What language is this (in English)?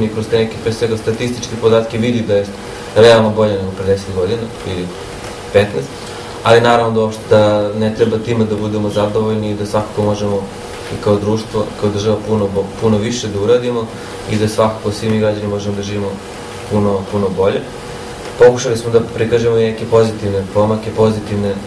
Serbian